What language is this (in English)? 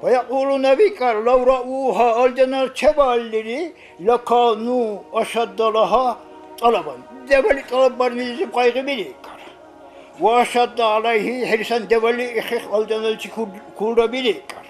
Dargwa